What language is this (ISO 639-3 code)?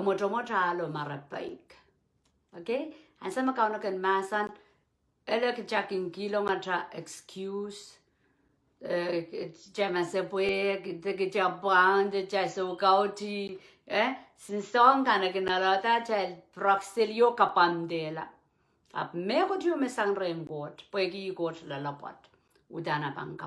pon